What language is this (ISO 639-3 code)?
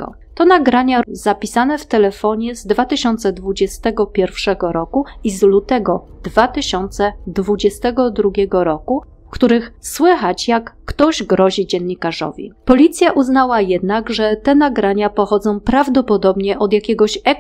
pol